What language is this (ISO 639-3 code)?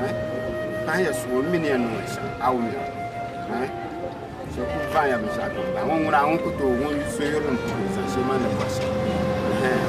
dag